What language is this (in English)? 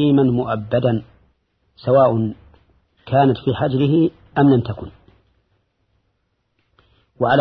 Arabic